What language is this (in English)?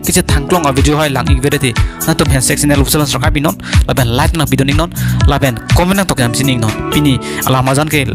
Karbi